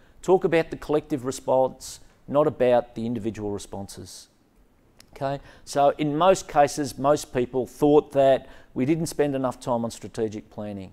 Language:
English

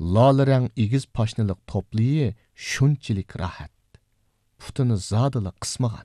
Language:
Uyghur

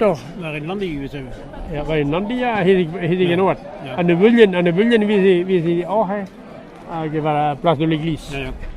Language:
Breton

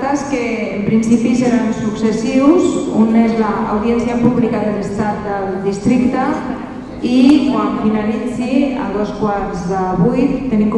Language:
Catalan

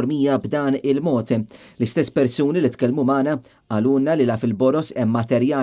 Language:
Maltese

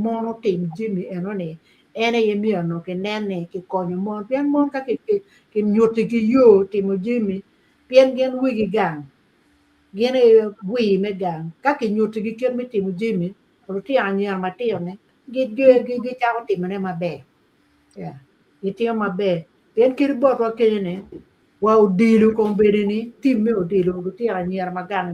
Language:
Acoli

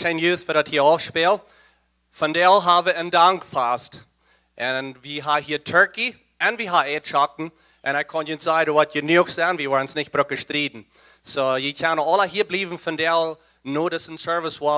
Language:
Plautdietsch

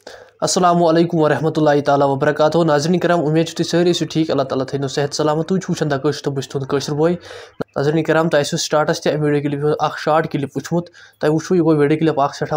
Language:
Kashmiri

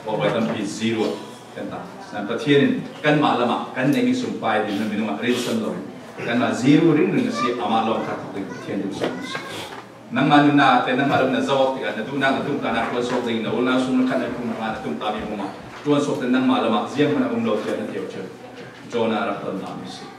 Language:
Falam Chin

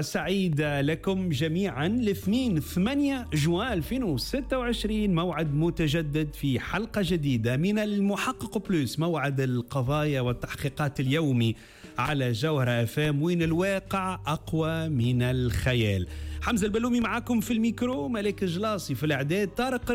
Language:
Tunisian Arabic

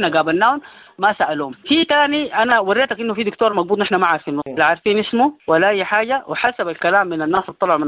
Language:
Sudanese Arabic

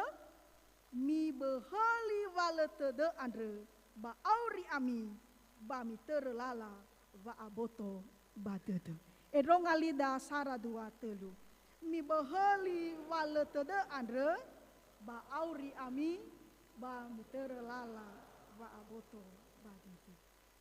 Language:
Nias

